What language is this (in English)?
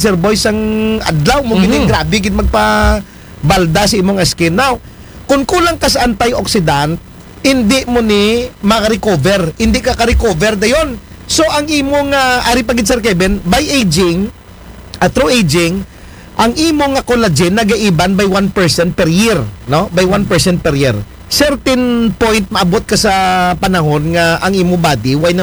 Aklanon